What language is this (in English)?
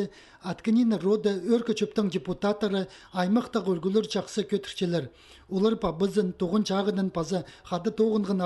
Khakas